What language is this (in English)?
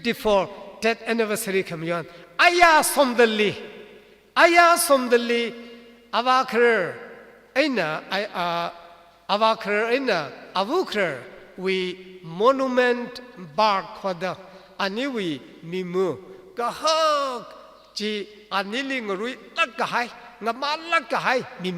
Tangkhul Naga (India)